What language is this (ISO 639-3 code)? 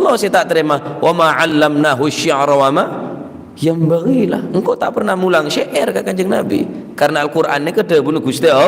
mad